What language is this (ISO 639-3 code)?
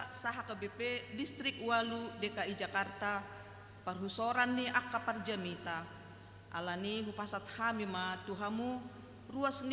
bbc